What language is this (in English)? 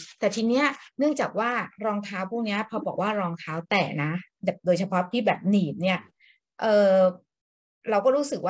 Thai